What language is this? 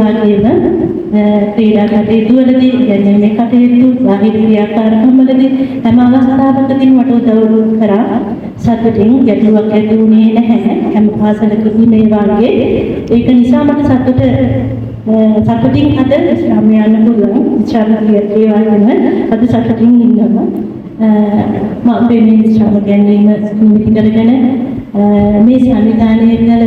Sinhala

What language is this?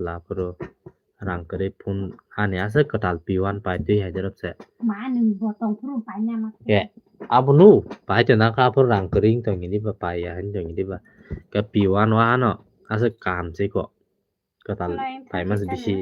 Kok Borok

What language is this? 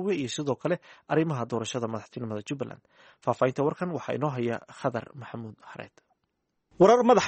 Somali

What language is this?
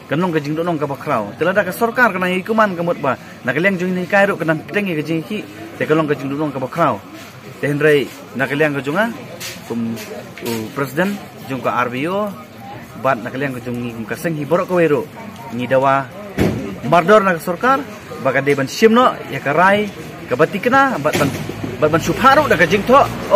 Khasi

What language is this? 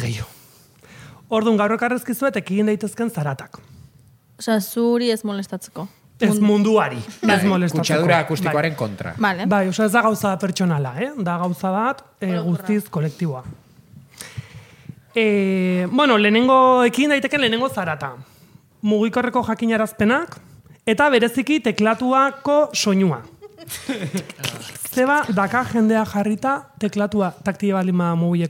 Basque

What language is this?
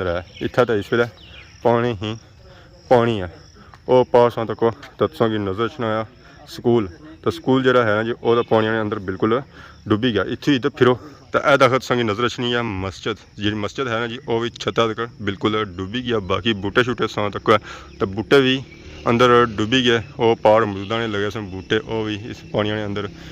Pahari-Potwari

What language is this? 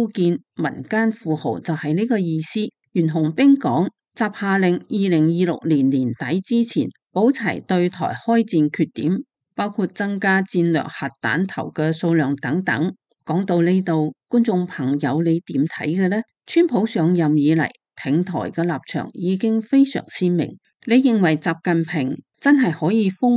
Cantonese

